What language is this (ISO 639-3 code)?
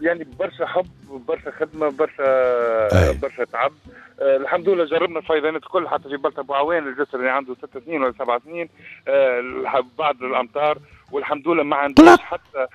aeb